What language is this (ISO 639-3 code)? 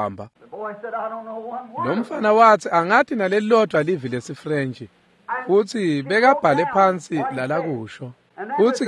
ssw